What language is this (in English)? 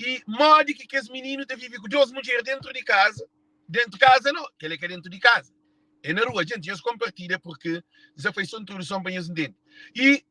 Kabuverdianu